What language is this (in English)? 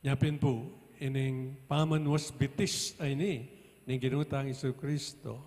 Pampanga